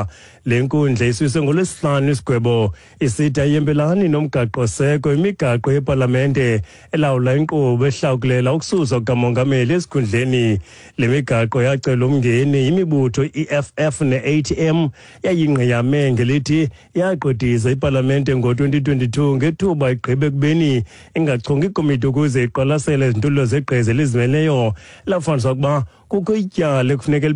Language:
Xhosa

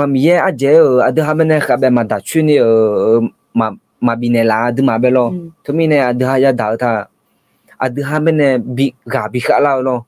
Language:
Akha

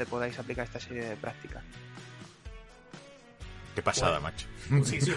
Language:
Spanish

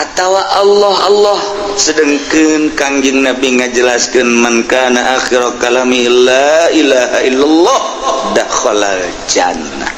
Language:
Sundanese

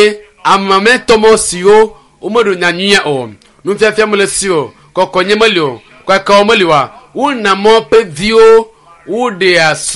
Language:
Ewe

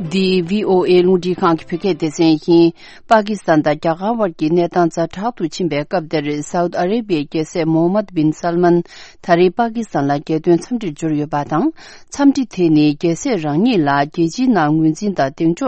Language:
Tibetan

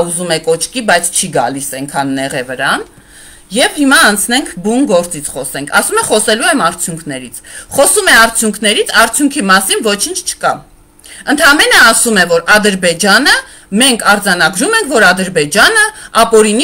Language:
Armenian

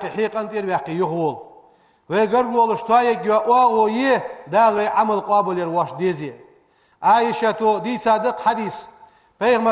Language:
Ingush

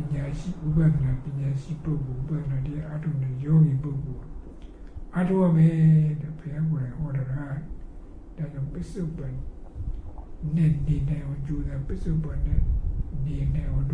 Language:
Burmese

